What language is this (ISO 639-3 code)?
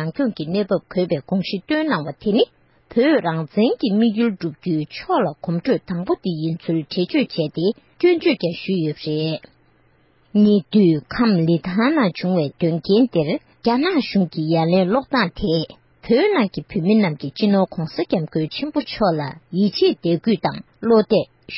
bod